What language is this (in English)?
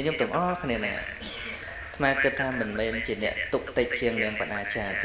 Khmer